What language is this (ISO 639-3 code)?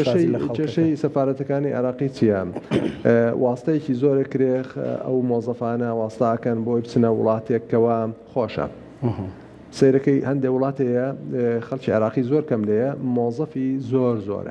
ckb